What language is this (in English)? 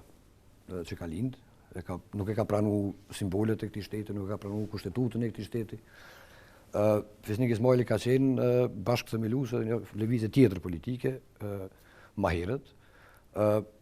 Albanian